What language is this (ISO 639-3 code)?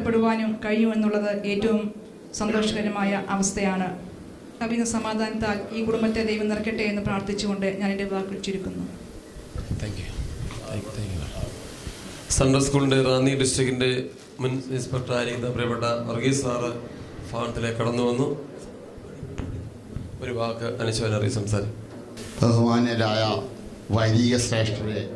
mal